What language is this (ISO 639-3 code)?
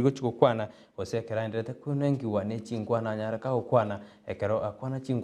guz